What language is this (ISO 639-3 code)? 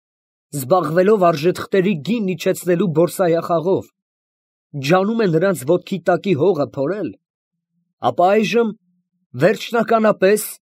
hye